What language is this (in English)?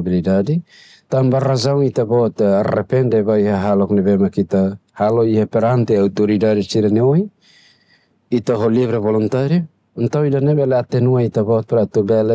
Tetum